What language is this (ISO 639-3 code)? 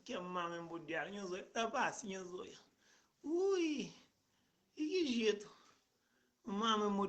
kea